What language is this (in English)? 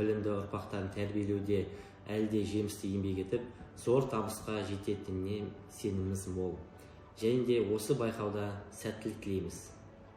Kazakh